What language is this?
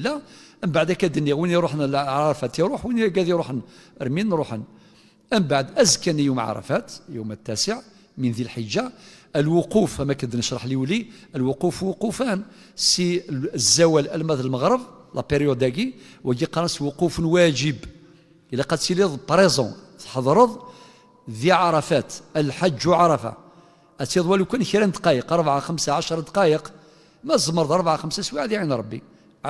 Kabyle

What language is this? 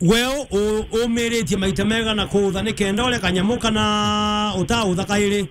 Meru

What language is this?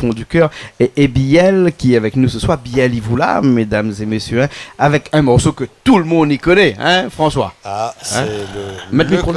Réunion Creole French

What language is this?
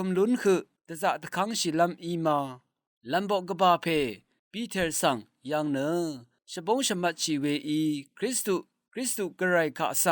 Rawang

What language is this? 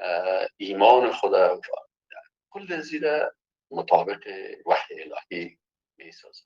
Persian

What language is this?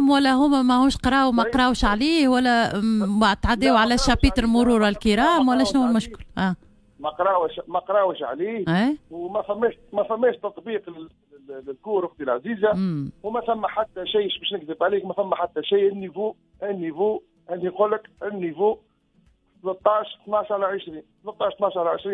Tunisian Arabic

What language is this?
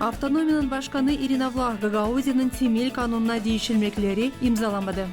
Gagauz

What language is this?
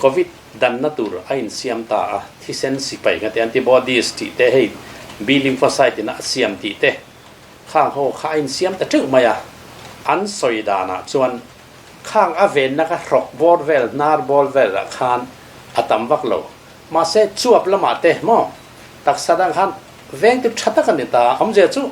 Mizo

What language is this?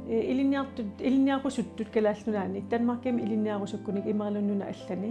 Kalaallisut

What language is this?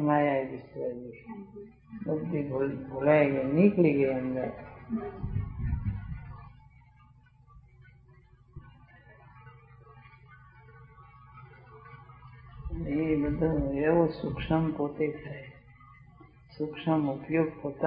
Gujarati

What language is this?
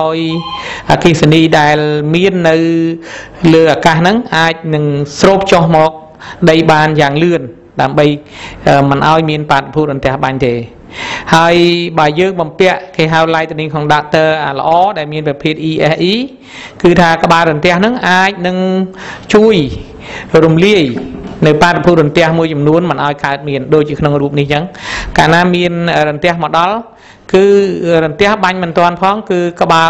Khmer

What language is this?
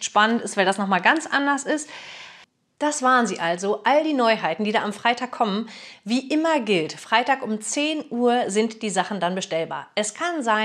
German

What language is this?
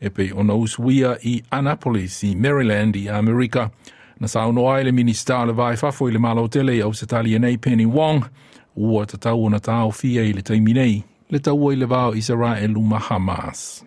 Samoan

